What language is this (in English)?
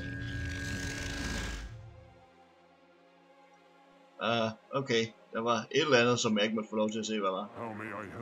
Danish